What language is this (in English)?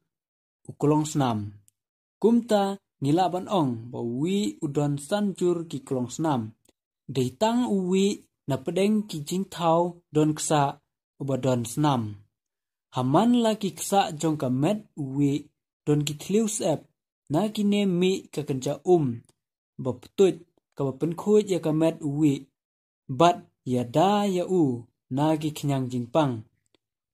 Khasi